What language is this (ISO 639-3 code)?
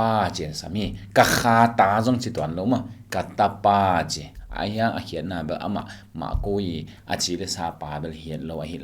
ctd